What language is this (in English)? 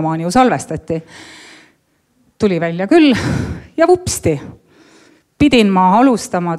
Estonian